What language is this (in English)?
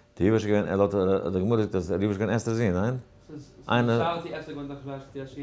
Yiddish